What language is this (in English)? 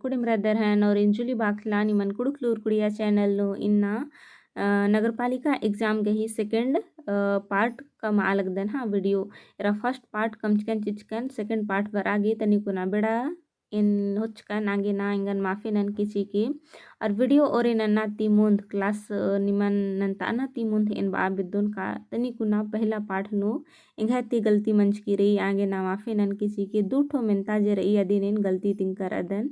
Kurukh